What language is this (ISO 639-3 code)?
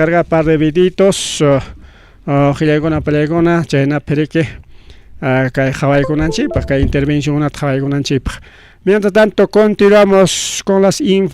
quy